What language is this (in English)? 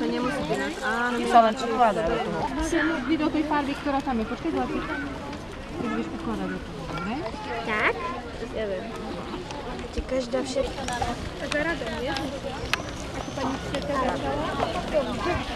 Slovak